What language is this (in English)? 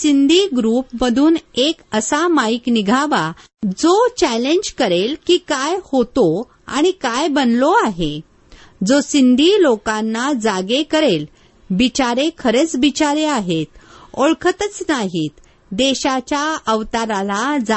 Marathi